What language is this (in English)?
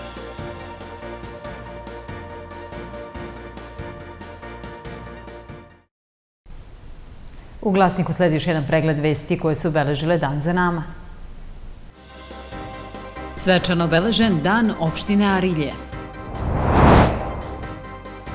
Serbian